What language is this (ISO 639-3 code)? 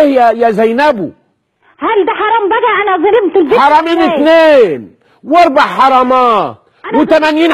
arz